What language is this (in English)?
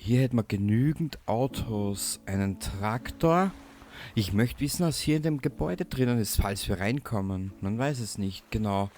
Bavarian